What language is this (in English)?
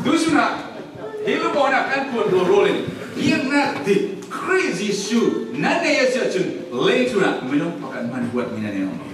Falam Chin